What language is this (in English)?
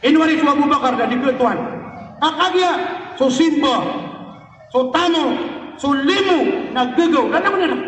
Maranao